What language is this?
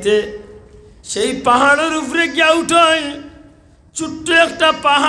Sylheti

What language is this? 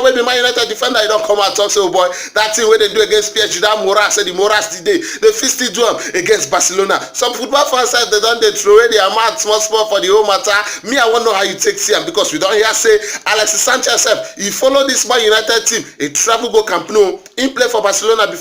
Nigerian Pidgin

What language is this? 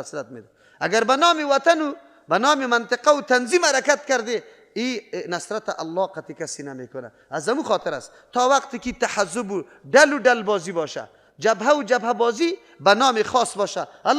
Persian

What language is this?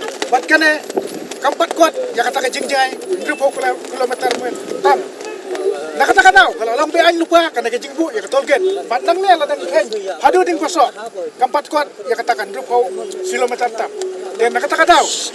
Khasi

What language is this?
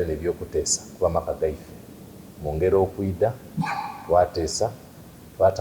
Soga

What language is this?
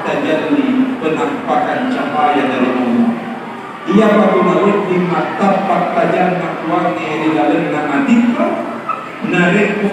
Buginese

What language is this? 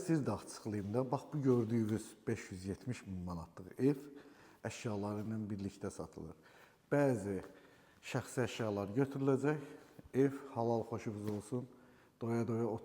Azerbaijani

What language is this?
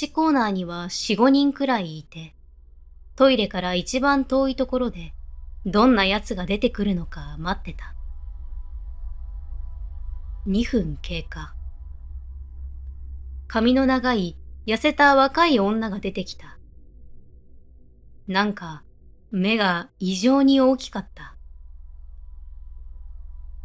Japanese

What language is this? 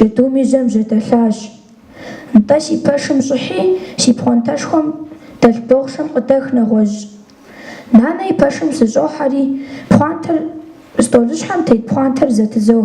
Kabardian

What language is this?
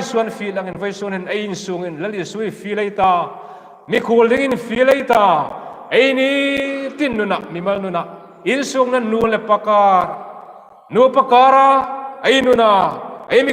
Hmar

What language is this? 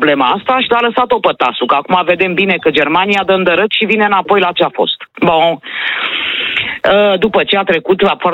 Romanian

